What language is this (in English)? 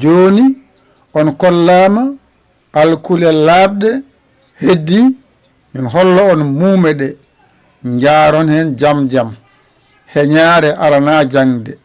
Fula